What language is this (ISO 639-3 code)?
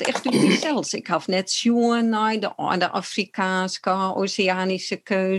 fry